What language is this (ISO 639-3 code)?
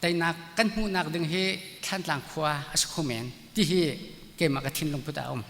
cnh